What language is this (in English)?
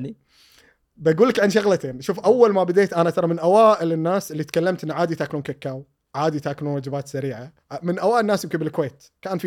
Gulf Arabic